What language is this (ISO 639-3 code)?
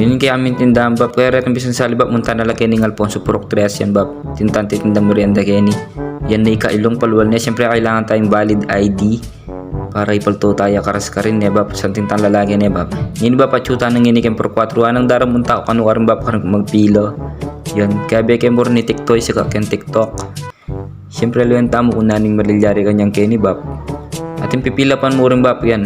pam